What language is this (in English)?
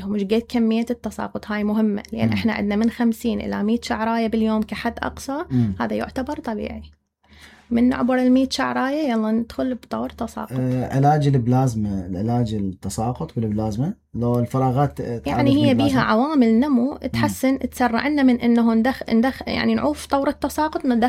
Mesopotamian Arabic